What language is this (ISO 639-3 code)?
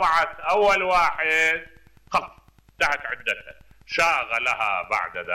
acm